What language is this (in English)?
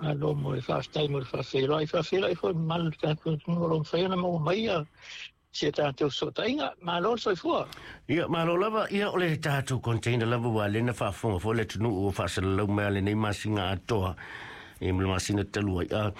Samoan